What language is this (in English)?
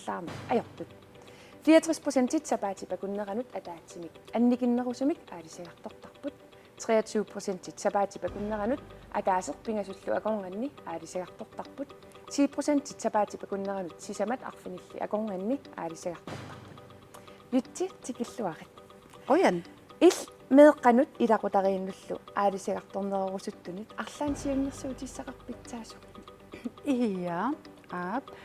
Kalaallisut